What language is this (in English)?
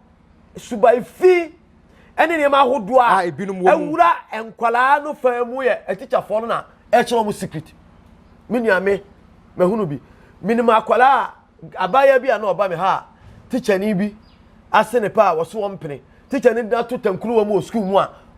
Akan